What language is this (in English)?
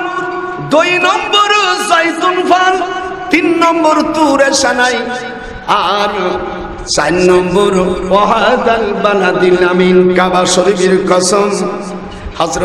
Bangla